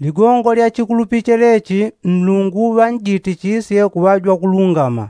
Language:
Yao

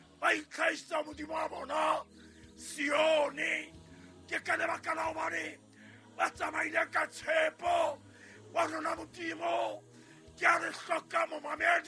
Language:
Southern Sotho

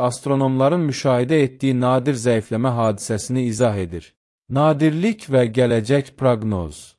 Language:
Azerbaijani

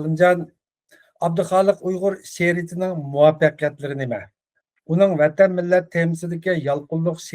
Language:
Uyghur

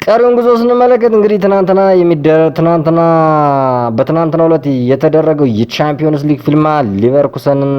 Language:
Amharic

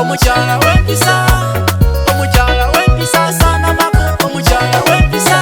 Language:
Soga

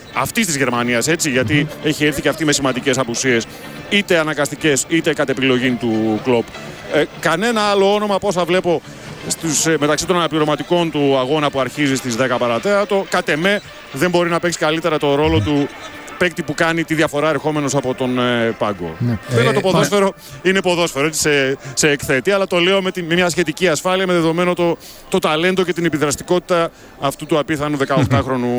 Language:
Greek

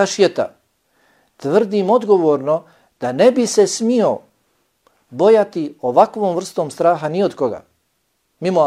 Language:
Bosnian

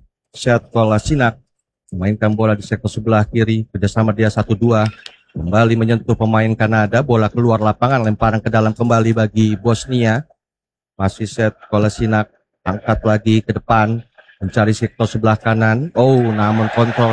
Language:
Indonesian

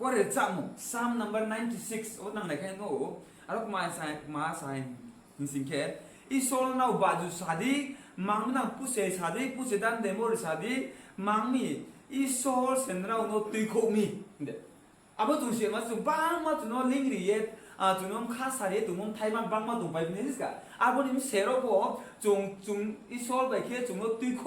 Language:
Riang (India)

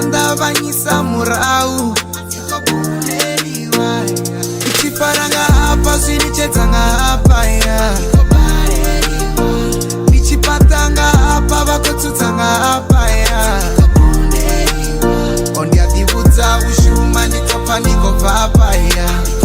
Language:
Venda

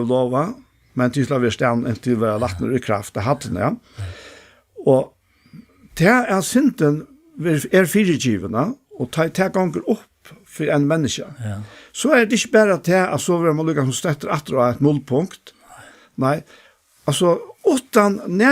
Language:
Faroese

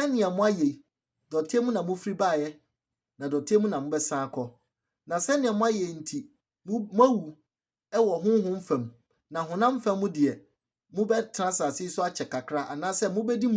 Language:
Akan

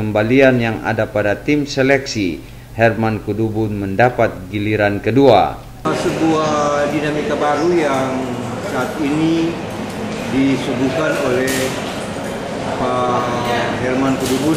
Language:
Indonesian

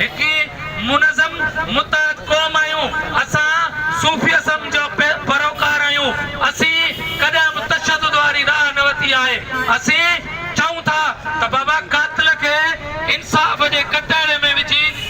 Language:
Sindhi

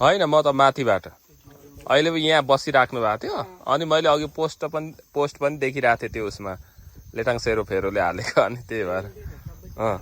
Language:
Nepali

